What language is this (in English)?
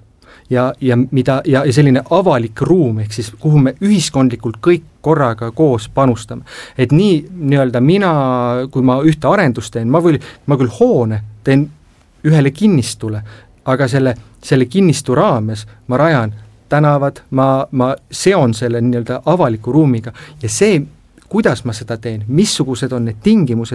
Estonian